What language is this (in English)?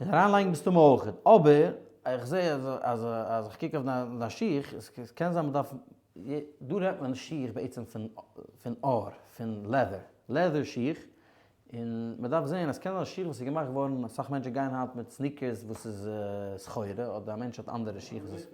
Yiddish